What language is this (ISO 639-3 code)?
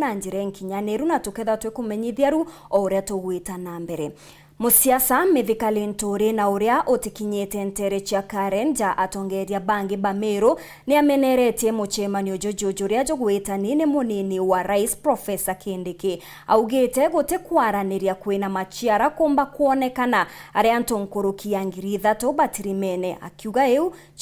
mer